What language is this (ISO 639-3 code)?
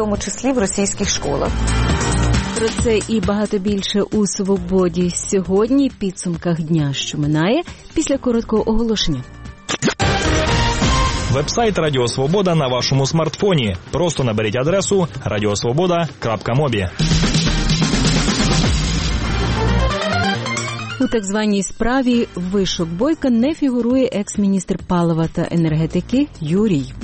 ukr